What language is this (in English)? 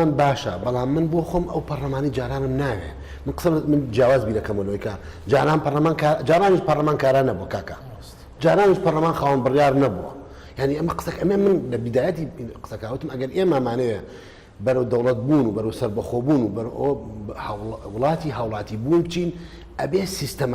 Central Kurdish